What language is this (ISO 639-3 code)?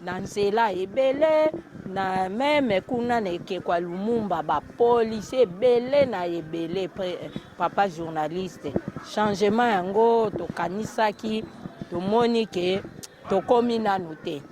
lin